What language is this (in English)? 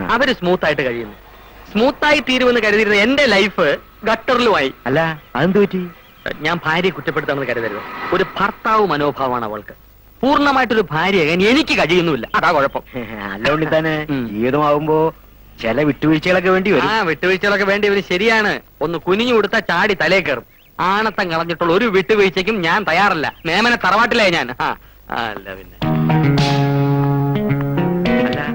Malayalam